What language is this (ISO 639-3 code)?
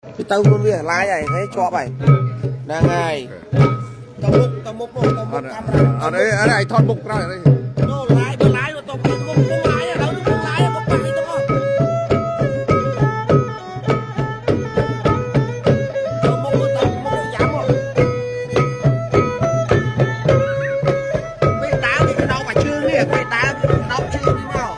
vie